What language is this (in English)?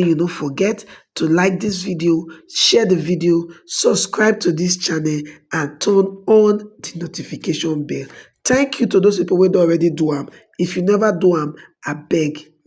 Nigerian Pidgin